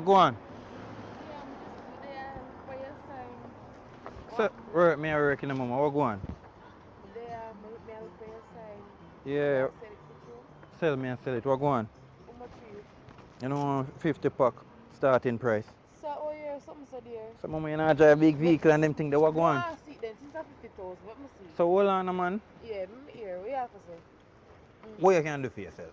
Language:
Jamaican Creole English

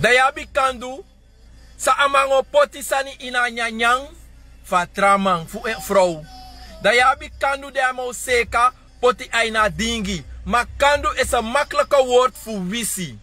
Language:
Sranan Tongo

